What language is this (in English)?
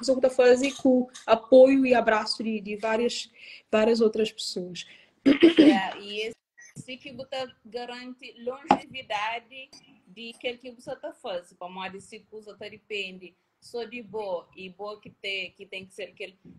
Kabuverdianu